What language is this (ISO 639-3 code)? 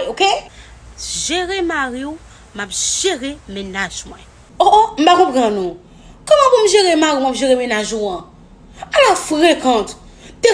hat